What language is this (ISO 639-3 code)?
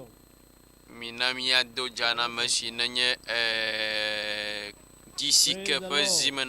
ewe